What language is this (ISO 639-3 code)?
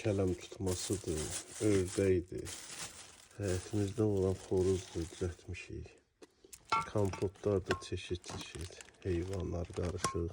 aze